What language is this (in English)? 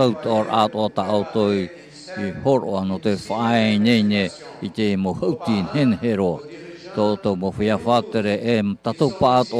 Tahitian